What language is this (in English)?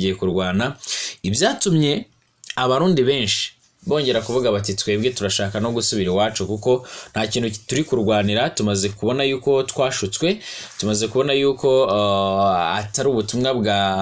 Kinyarwanda